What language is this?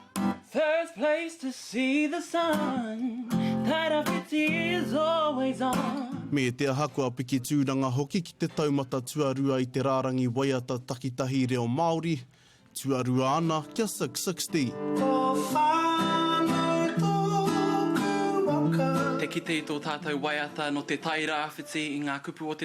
Māori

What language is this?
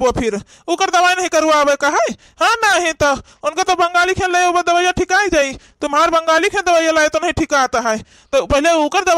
Awadhi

